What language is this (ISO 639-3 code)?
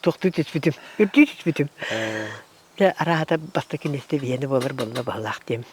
sah